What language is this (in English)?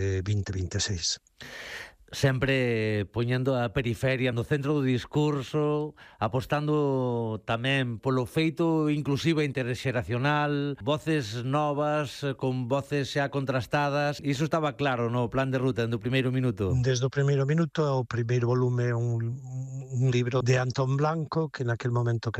Galician